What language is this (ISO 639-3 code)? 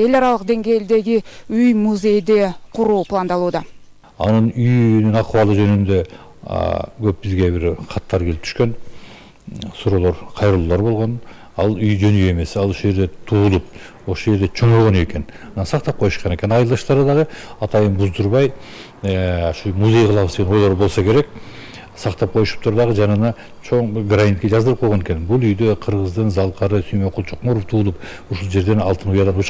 kir